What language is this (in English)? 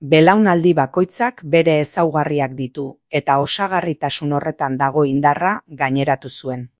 Basque